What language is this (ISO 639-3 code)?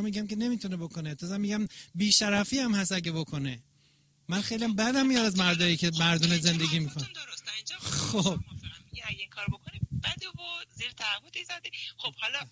fas